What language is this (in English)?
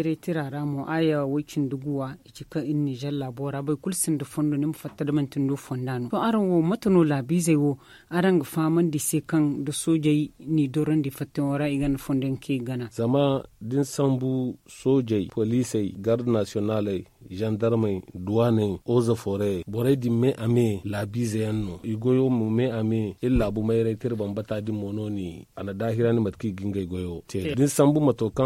Zarma